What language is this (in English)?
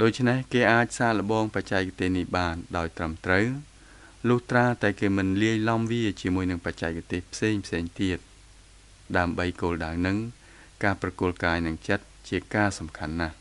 Khmer